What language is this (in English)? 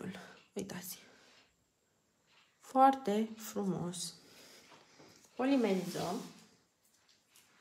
Romanian